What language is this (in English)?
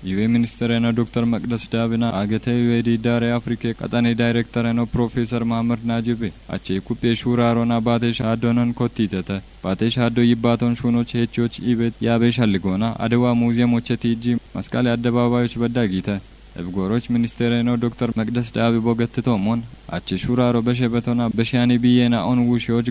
Kafa